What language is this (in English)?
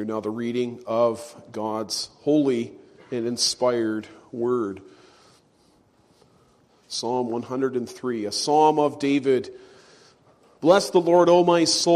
English